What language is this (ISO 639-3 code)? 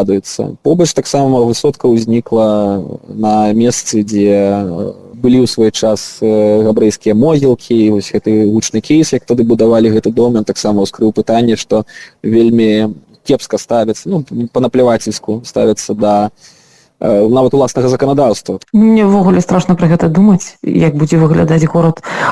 bel